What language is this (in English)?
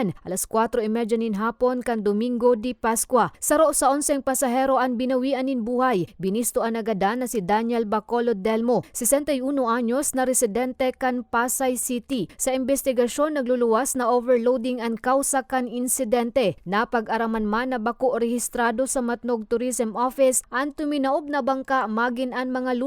Bikol